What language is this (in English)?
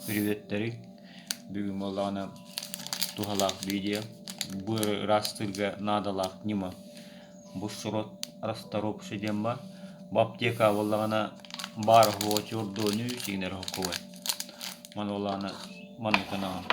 Yakut